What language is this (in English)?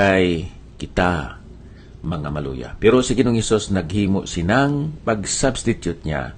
Hiligaynon